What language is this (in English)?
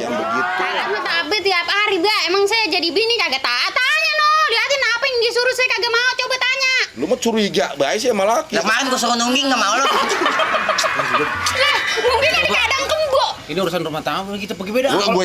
Betawi